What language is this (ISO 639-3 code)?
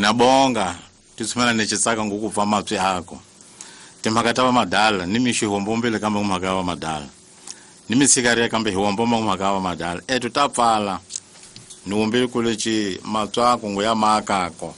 tso